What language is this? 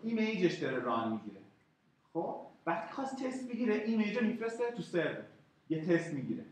Persian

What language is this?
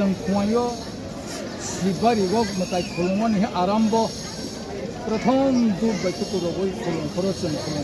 Kok Borok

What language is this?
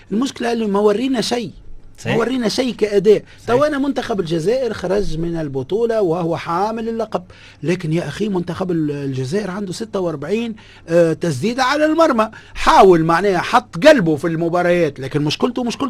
Tunisian Arabic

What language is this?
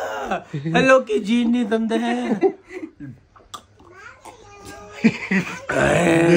Punjabi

